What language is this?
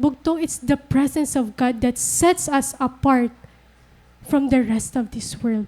Waray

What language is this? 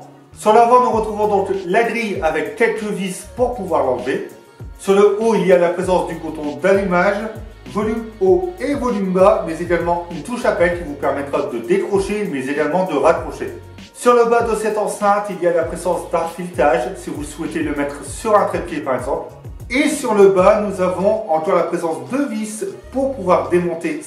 French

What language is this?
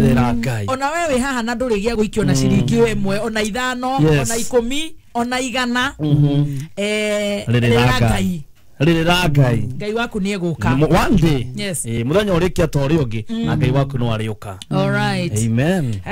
Kikuyu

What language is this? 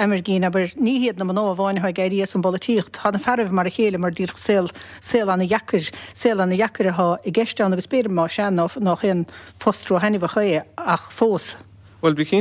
Irish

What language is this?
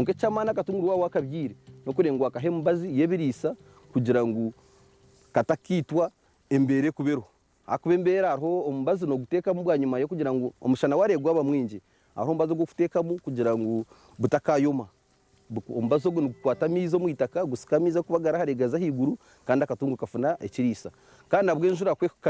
Nyankole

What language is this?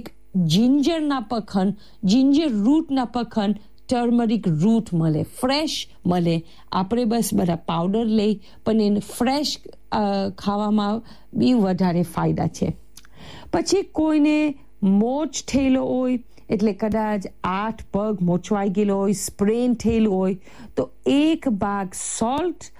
Gujarati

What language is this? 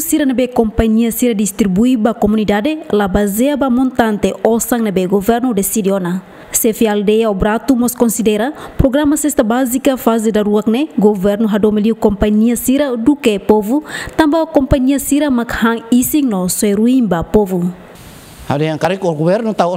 Tetum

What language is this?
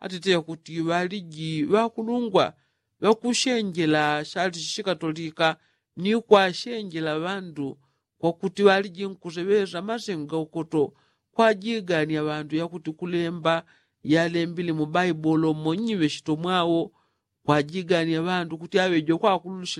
Yao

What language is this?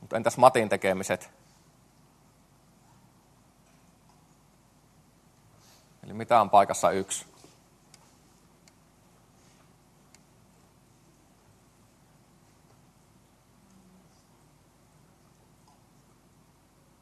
Finnish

